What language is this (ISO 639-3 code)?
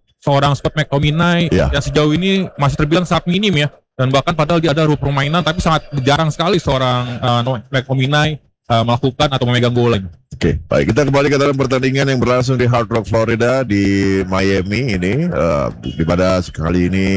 ind